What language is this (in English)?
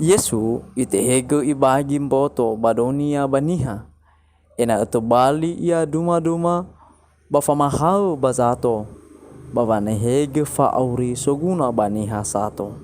Nias